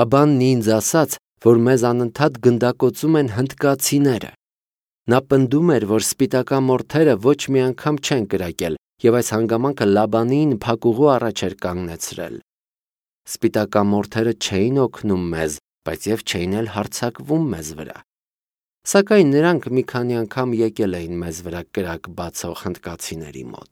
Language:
Armenian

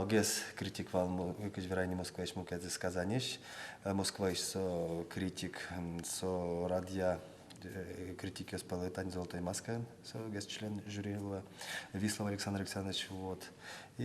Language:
Udmurt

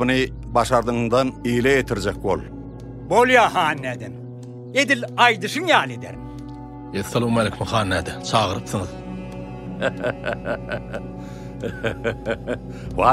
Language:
Turkmen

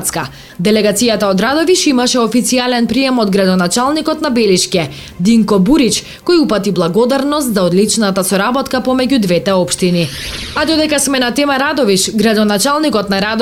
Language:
Macedonian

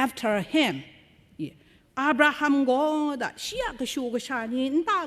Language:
Kachin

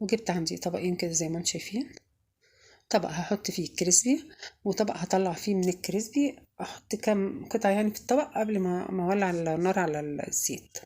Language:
Egyptian Arabic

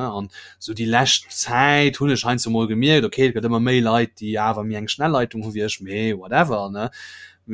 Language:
Luxembourgish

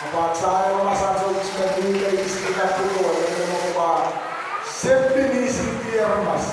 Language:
Pohnpeian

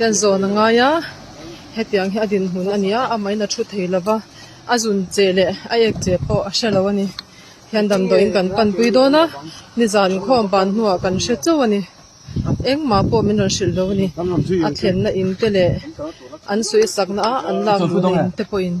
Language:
Mizo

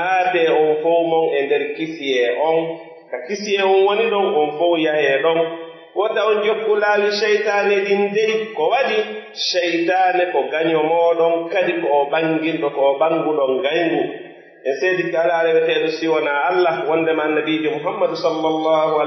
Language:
Pular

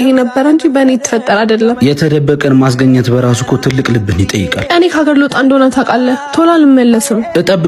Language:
Amharic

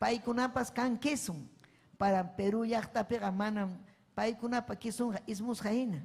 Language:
Ayacucho Quechua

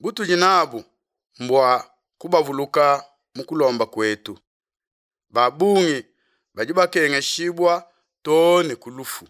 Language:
Luba-Lulua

